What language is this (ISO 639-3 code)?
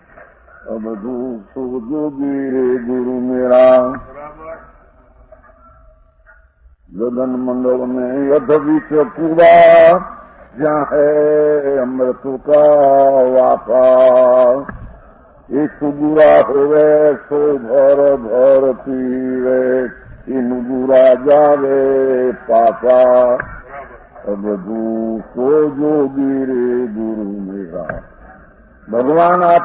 guj